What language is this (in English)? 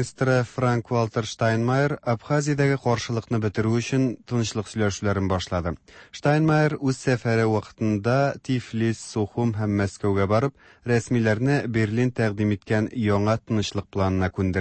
Tatar